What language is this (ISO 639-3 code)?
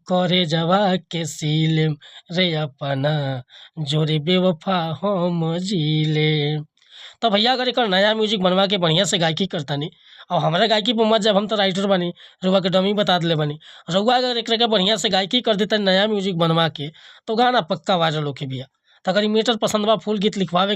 bho